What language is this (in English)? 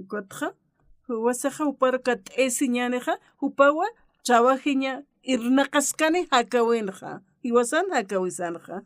Aymara